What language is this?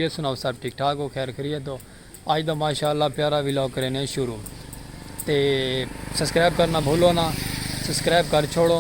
Saraiki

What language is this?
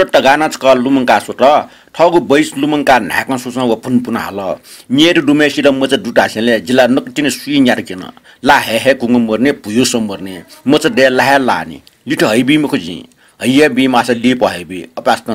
Newari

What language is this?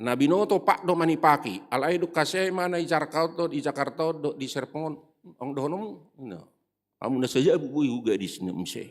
Batak Toba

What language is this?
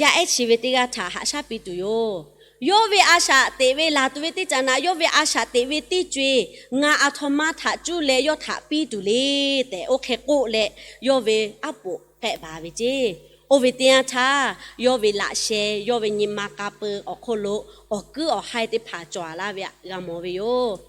Lahu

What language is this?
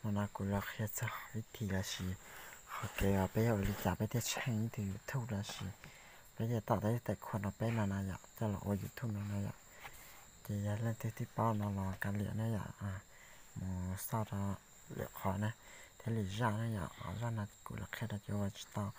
Hmong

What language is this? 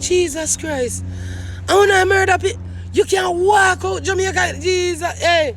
Jamaican Creole English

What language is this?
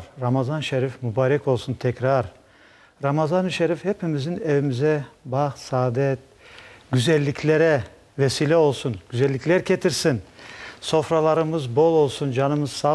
Crimean Tatar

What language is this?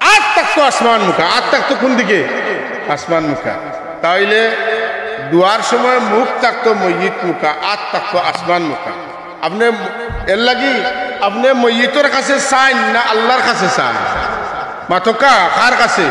Sylheti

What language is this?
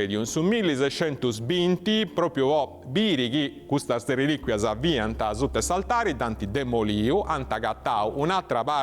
Sardinian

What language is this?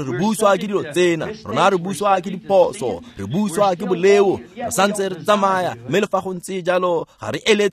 Tswana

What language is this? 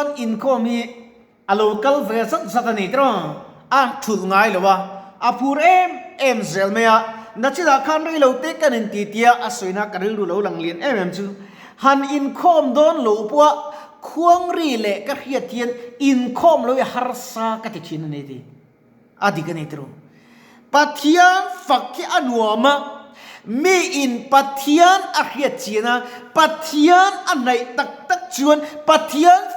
Mizo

